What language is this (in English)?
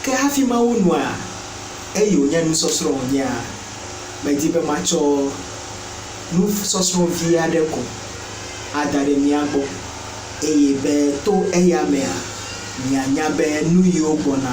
Ewe